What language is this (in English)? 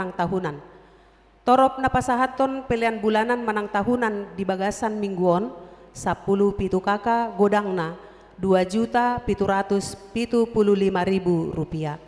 Batak Toba